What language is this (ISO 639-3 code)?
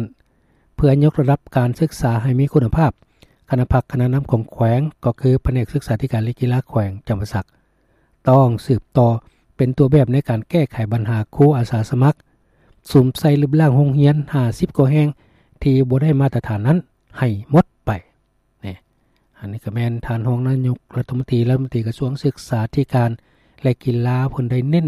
lao